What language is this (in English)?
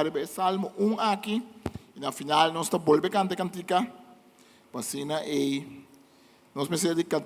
Papiamento